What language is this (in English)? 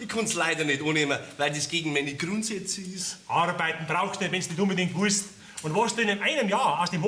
Bavarian